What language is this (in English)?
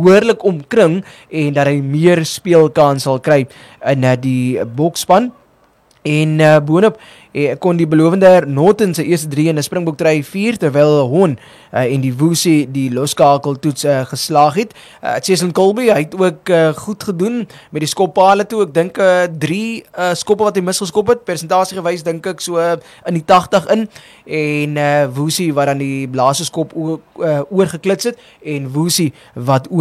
Afrikaans